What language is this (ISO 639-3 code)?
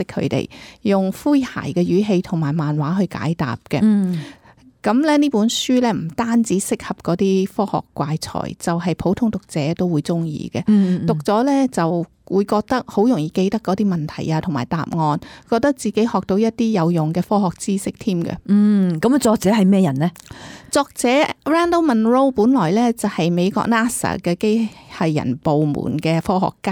yue